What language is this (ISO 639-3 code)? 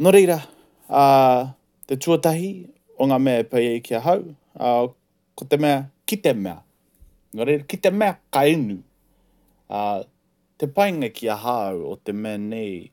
mri